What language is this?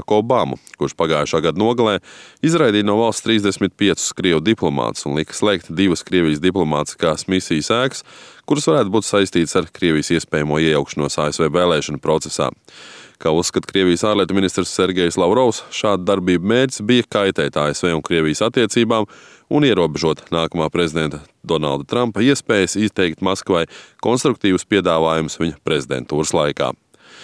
Latvian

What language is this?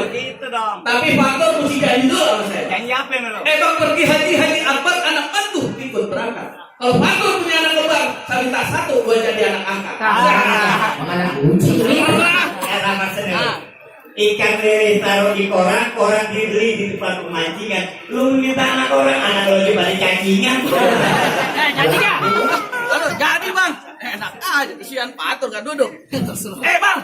Betawi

